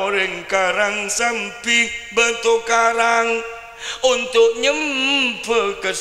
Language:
Madurese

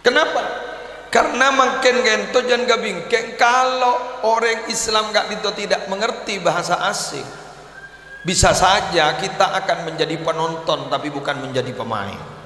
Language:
Madurese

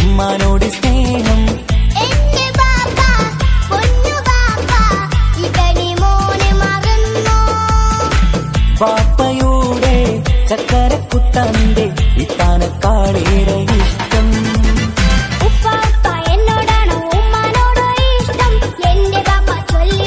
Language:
Malayalam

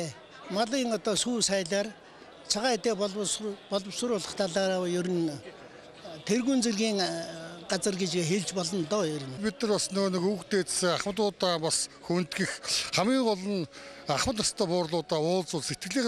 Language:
Mongolian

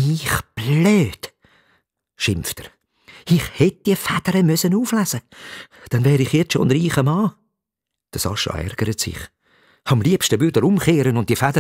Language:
Swiss German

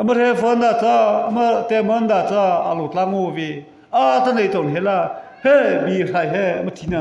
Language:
Mara Chin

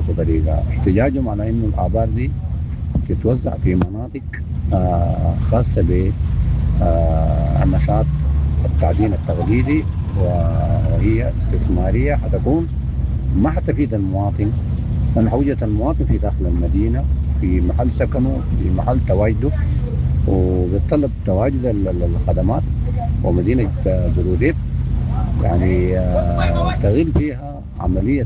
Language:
Sudanese Arabic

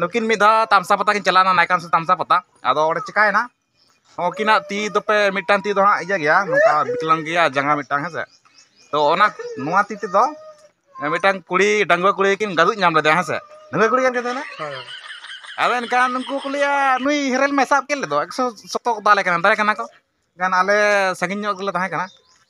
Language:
Santali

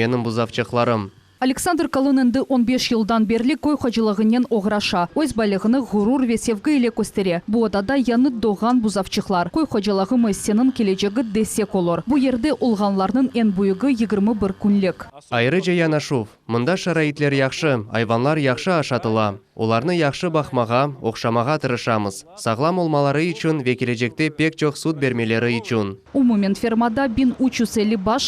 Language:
Crimean Tatar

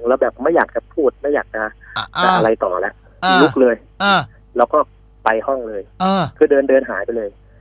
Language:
Thai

